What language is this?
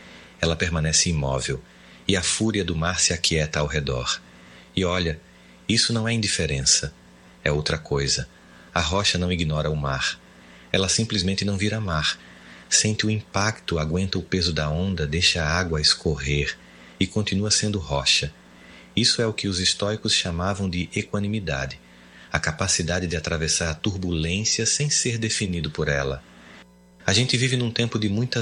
Portuguese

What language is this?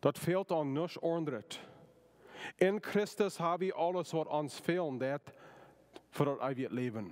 Plautdietsch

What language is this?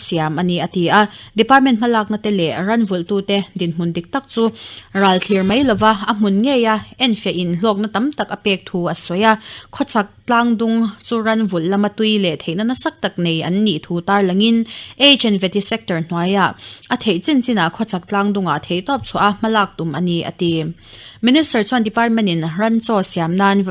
Mizo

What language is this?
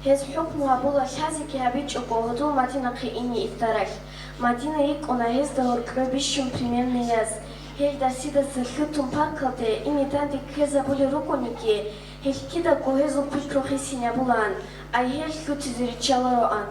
Avaric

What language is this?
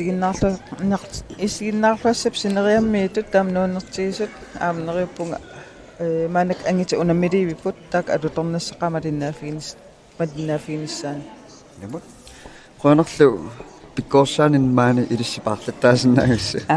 Kalaallisut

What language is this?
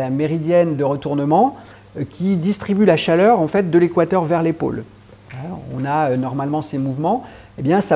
French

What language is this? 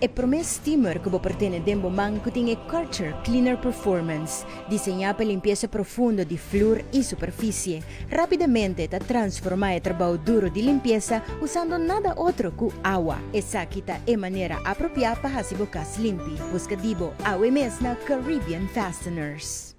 Papiamento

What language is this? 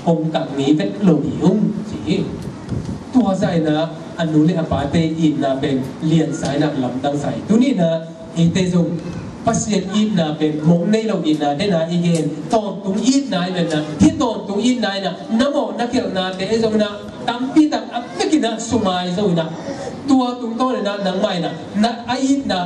Tedim Chin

